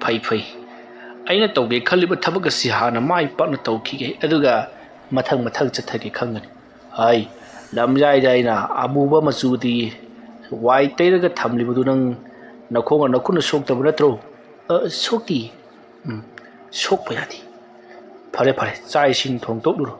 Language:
Manipuri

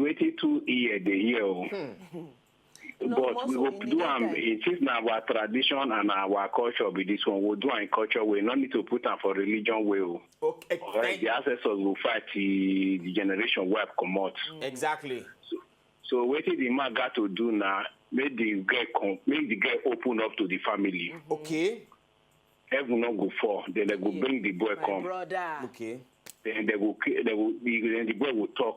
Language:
Nigerian Pidgin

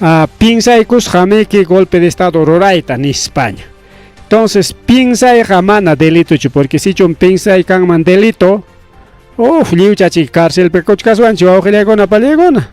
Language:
Ayacucho Quechua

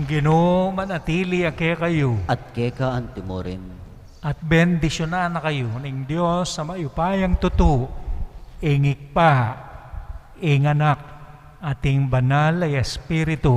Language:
Pampanga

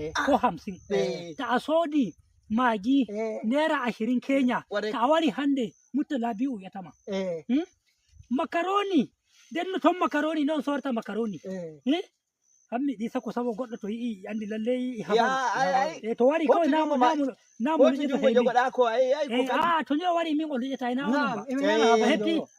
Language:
Nigerian Fulfulde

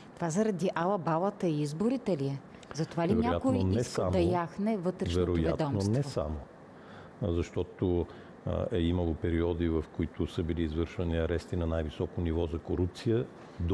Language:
Bulgarian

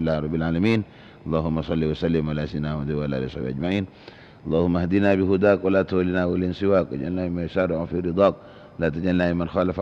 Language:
Madurese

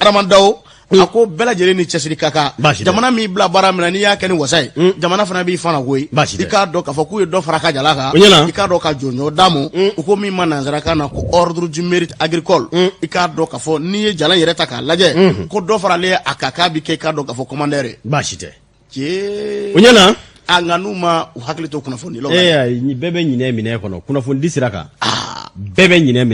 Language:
Bambara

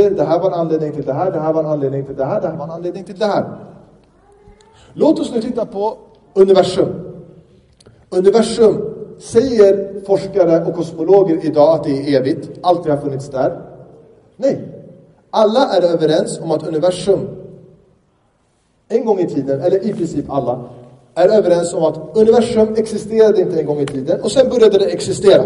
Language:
Swedish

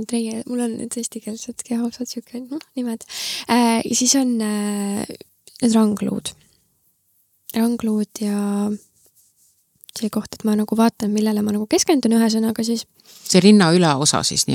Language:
Estonian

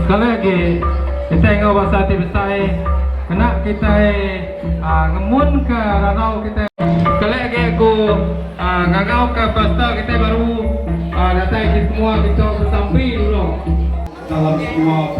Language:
Iban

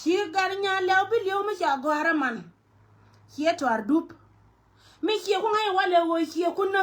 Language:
Nuer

